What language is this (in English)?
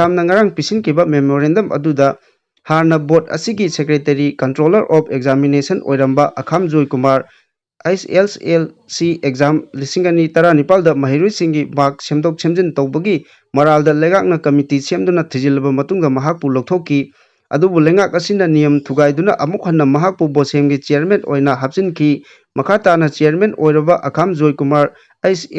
Manipuri